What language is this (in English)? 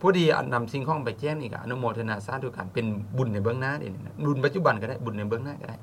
Lao